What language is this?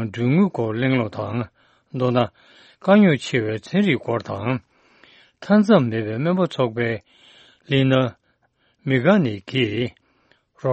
Tibetan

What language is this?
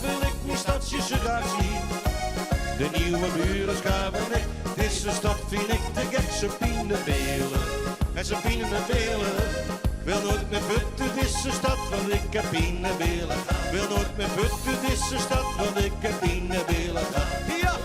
Western Frisian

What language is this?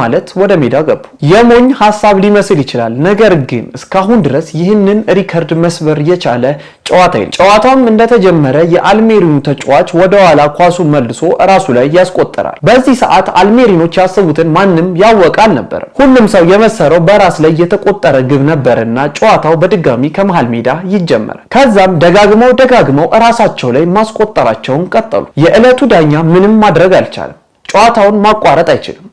Amharic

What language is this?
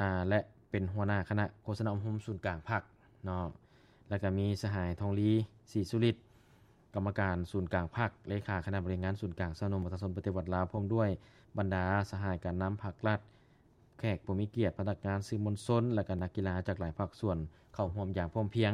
Lao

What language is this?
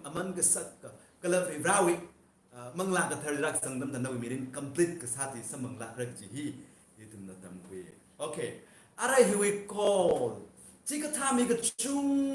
Tangkhul Naga (India)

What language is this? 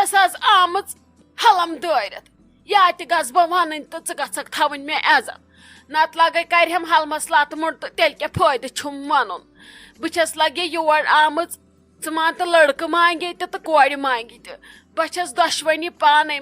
Kashmiri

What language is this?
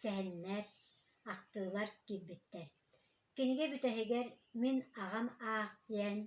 Yakut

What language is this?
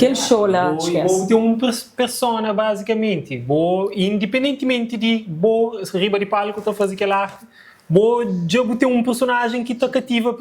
Kabuverdianu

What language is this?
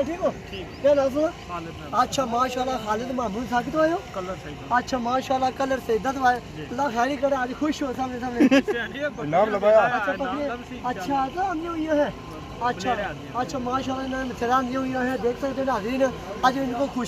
Pahari-Potwari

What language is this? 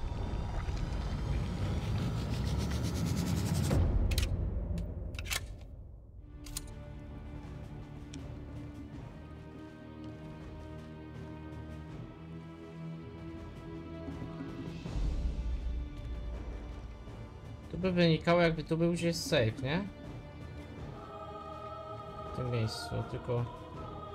Polish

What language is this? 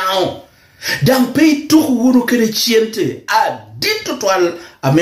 Lango (Uganda)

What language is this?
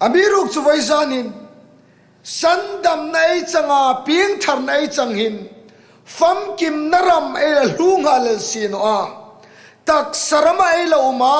Hmar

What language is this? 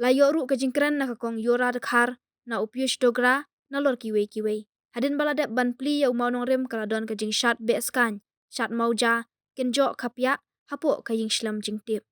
Khasi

